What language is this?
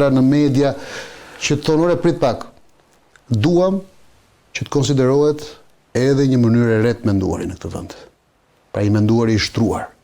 Albanian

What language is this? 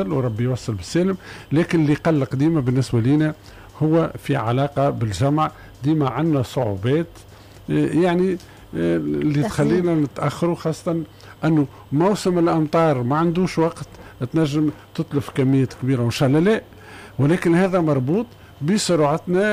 Tunisian Arabic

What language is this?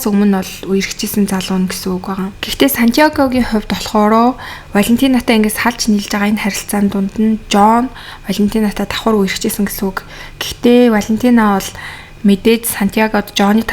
Mongolian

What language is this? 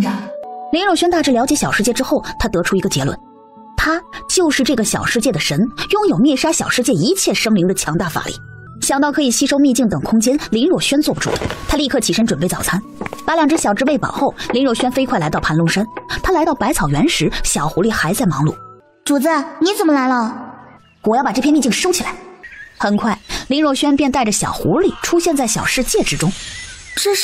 Chinese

